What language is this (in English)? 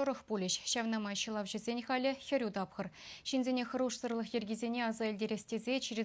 Chuvash